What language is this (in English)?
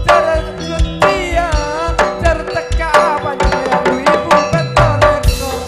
Madurese